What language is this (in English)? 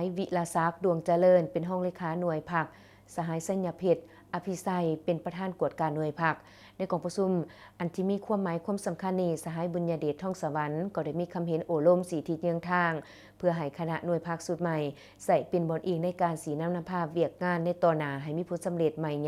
Lao